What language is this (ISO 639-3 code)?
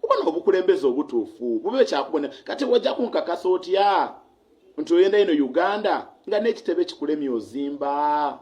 lug